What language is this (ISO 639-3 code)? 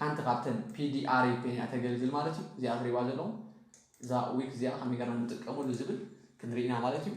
tir